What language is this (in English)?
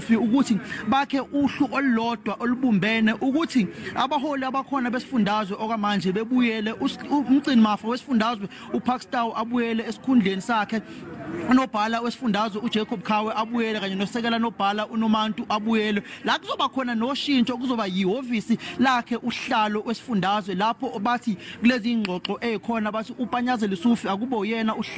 Zulu